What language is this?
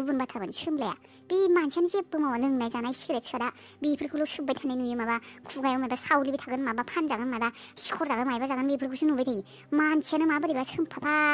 Bodo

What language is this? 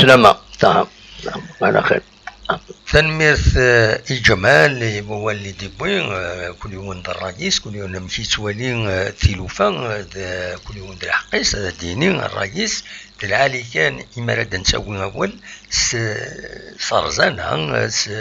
Kabyle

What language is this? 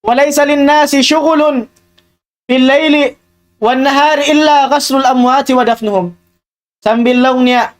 Tausug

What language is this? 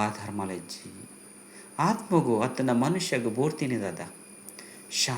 Tulu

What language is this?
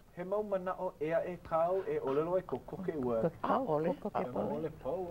Hawaiian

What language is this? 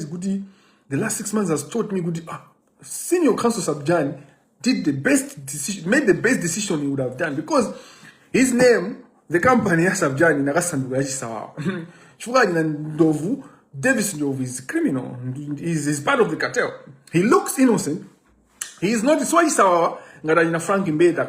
Nyanja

